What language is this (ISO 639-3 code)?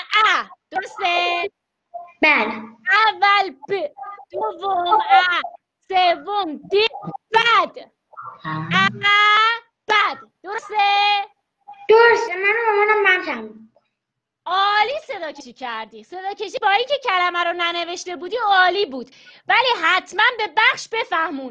fas